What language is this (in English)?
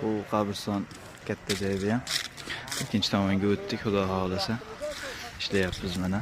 Uzbek